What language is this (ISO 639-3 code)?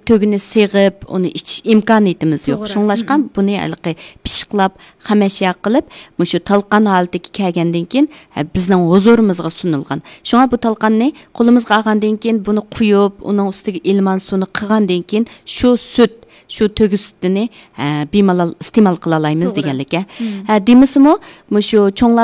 uig